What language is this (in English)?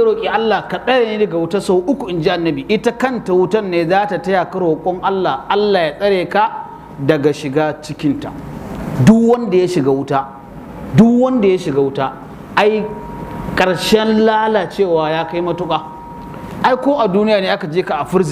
Hausa